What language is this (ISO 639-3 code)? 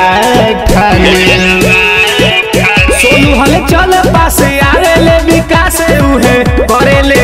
bho